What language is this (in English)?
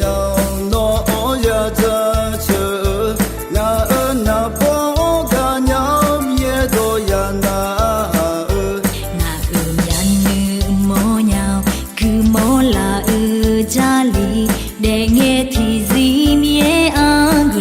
Akha